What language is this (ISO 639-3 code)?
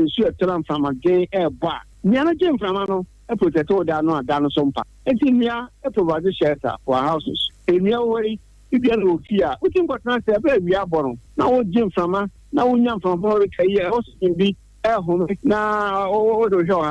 aka